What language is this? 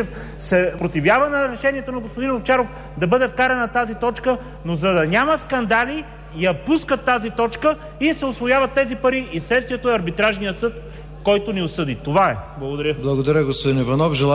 Bulgarian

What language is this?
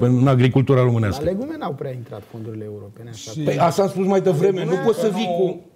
Romanian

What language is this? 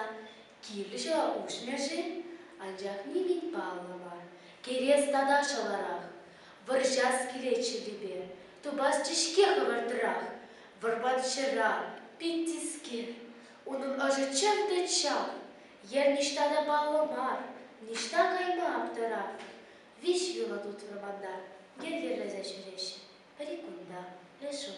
Chuvash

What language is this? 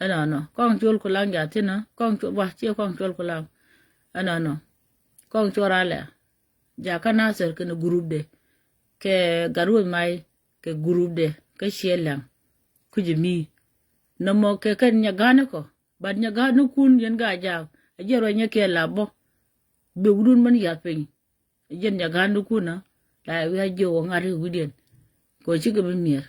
Nuer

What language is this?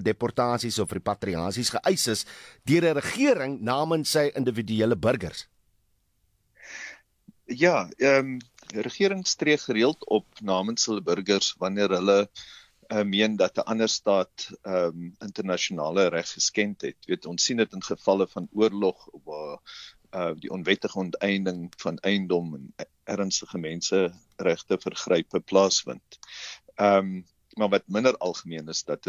Afrikaans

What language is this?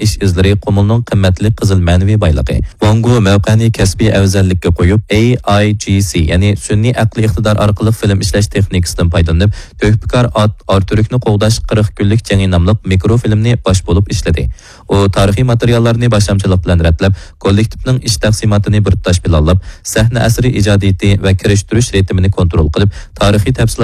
Uyghur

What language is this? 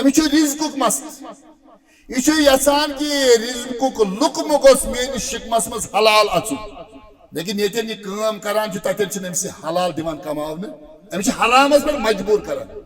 Kashmiri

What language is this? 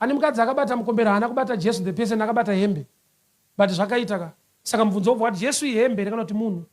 Shona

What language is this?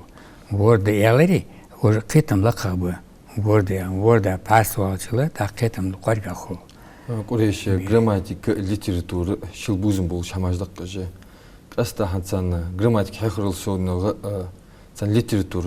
Ingush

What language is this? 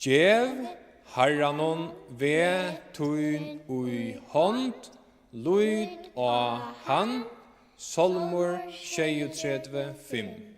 Faroese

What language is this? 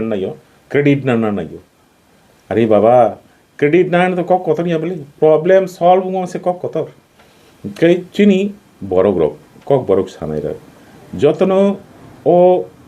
Kok Borok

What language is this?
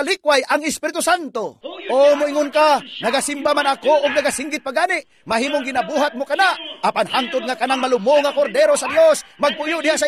Cebuano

